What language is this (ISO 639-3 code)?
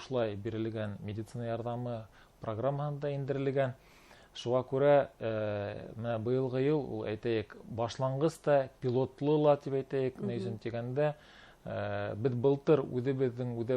bak